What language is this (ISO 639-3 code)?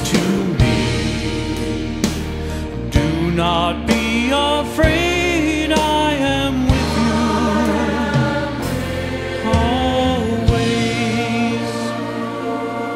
eng